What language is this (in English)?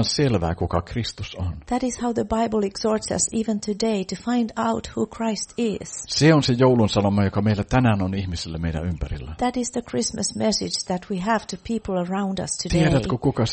Finnish